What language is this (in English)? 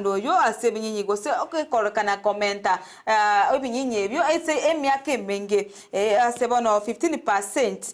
Gusii